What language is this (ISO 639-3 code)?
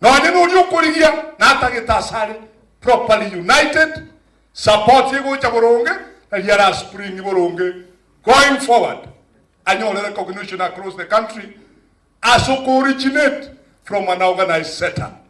guz